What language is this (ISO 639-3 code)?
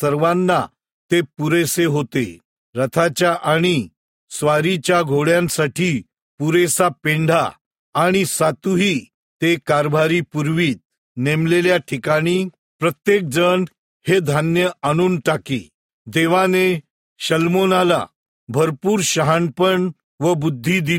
mar